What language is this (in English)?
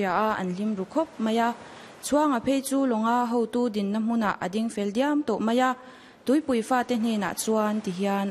Mizo